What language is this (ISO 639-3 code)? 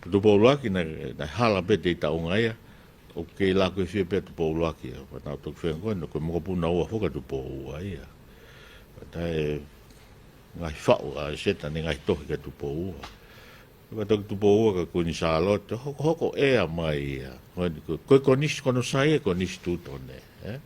ton